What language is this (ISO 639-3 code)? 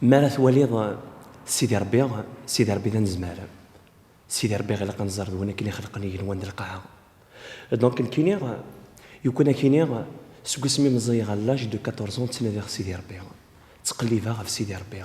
kab